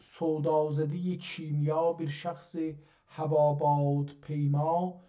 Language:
South Azerbaijani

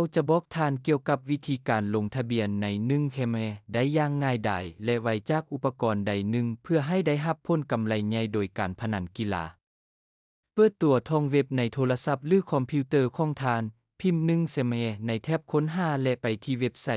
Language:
Lao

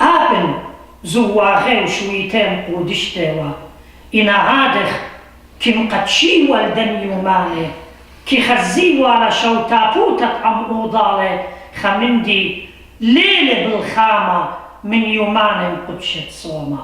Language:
Assyrian Neo-Aramaic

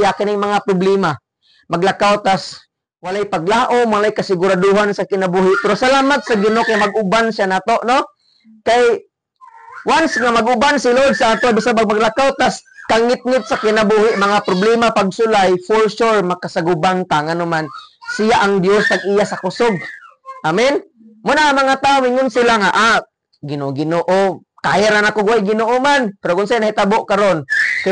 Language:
Cebuano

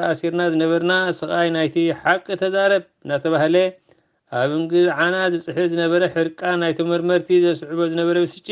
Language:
Tigrinya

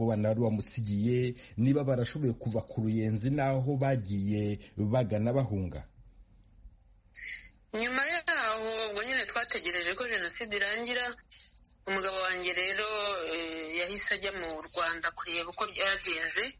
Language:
Kinyarwanda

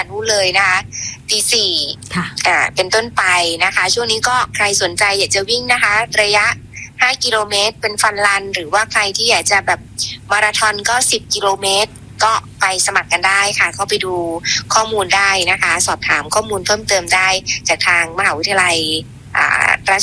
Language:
Thai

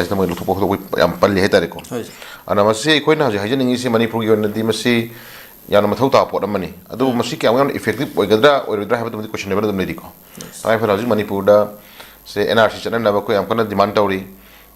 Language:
Manipuri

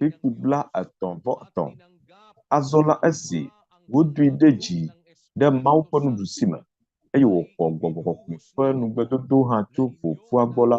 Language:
Ewe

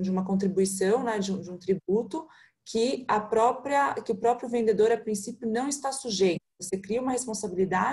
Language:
Portuguese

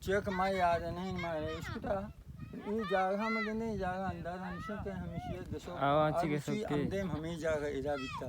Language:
Baluchi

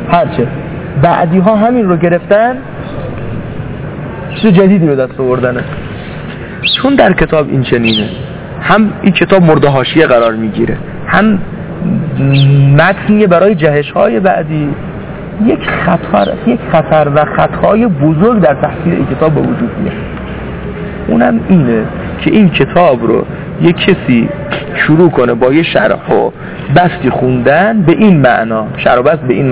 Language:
Persian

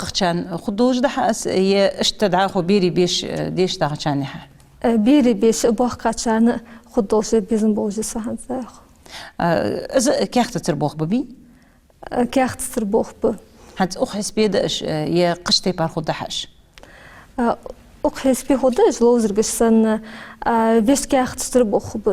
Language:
Ingush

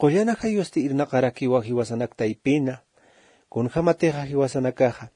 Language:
Aymara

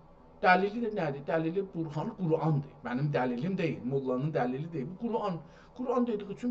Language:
South Azerbaijani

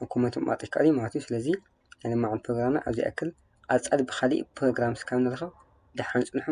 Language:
Tigrinya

